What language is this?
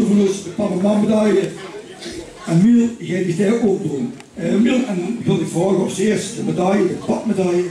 Limburgish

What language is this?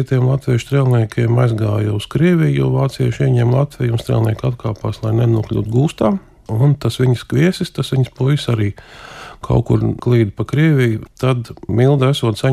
Latvian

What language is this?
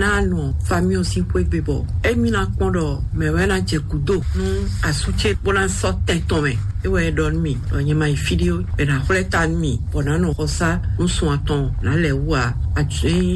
Fon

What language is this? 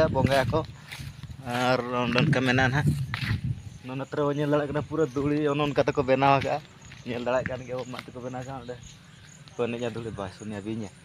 Santali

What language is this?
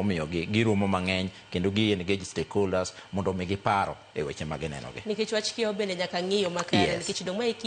Luo (Kenya and Tanzania)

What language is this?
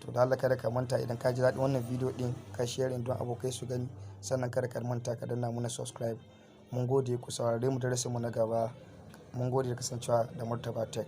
Hausa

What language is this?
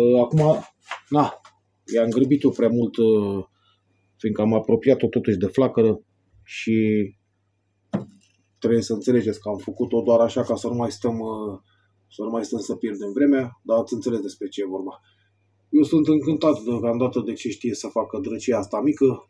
Romanian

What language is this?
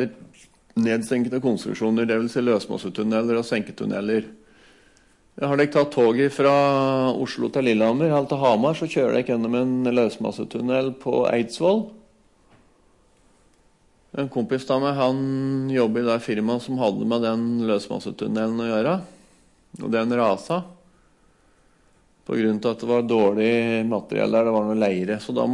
Norwegian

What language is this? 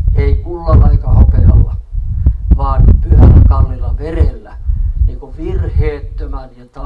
Finnish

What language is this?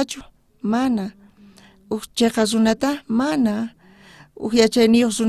South Bolivian Quechua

